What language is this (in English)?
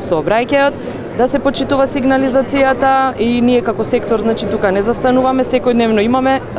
Macedonian